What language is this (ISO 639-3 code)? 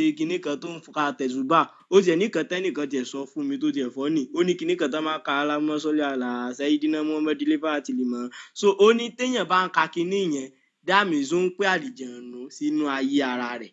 yor